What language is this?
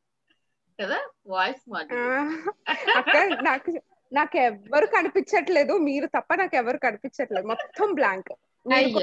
Telugu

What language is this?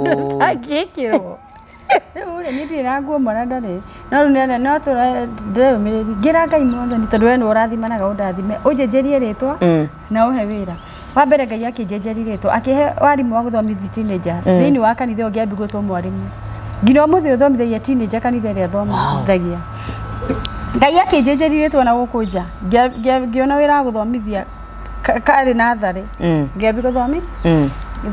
Kikuyu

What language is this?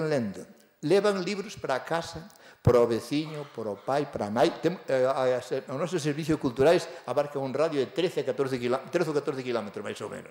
Galician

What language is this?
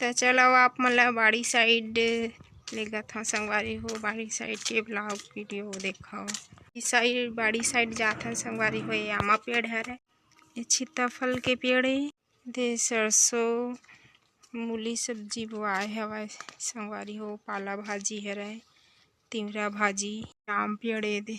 Chhattisgarhi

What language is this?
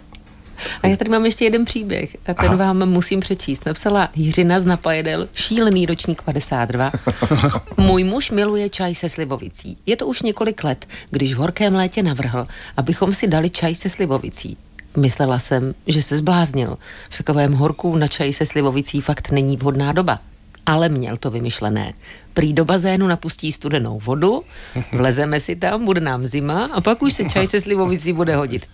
Czech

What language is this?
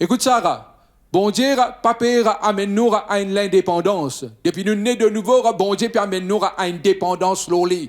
Morisyen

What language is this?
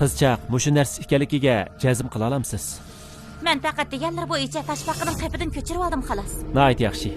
Uyghur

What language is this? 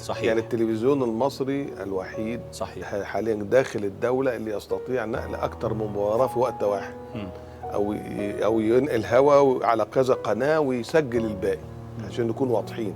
Egyptian Arabic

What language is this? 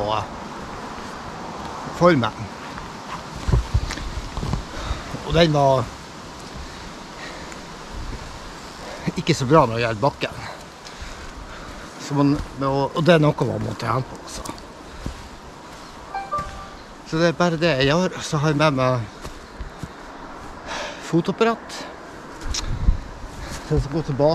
Norwegian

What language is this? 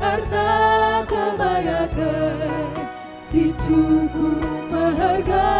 Batak Karo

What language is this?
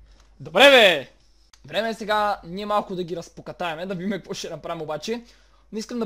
Bulgarian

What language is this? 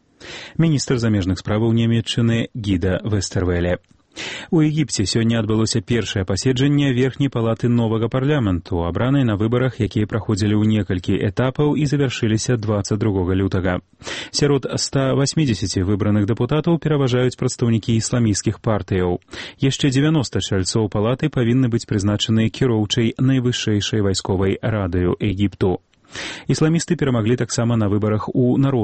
Belarusian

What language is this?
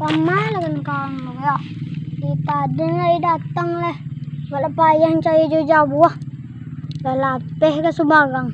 Minangkabau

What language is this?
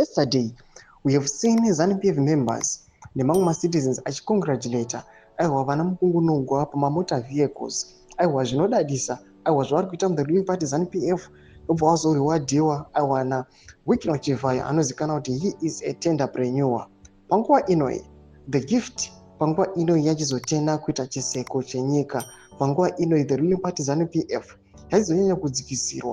Shona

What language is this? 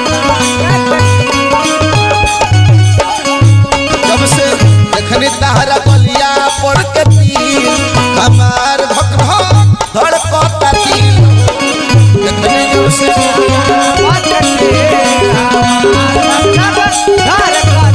Bhojpuri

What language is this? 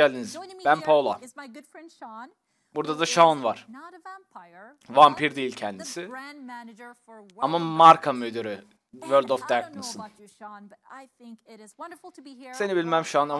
Turkish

